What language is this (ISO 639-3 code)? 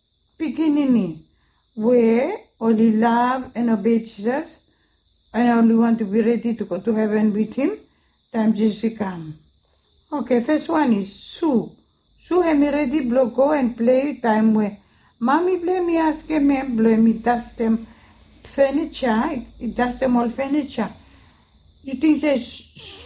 bis